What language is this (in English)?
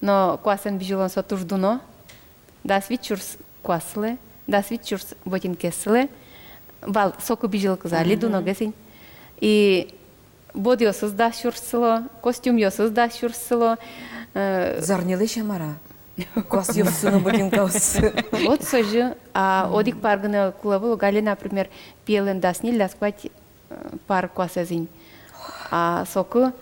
Udmurt